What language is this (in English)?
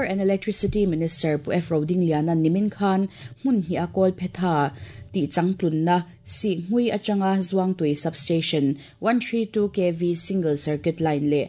Mizo